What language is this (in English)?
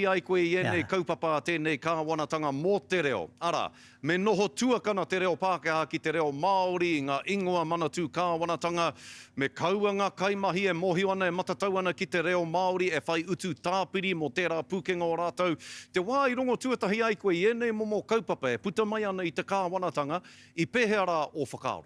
Māori